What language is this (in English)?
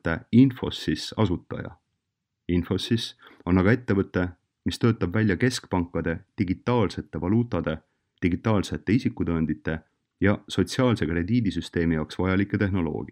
Estonian